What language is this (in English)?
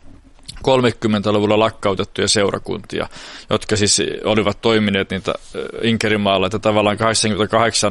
Finnish